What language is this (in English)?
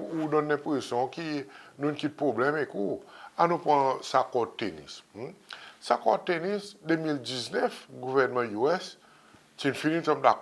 Seselwa Creole French